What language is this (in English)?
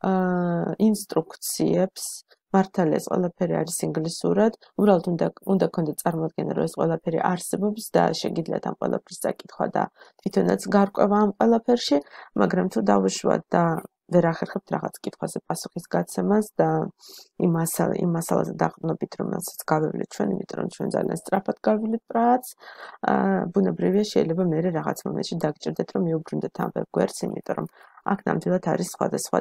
Georgian